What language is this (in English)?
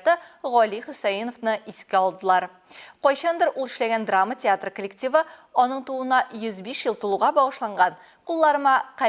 Tatar